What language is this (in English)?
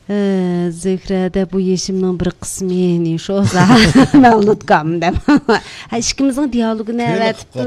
Uyghur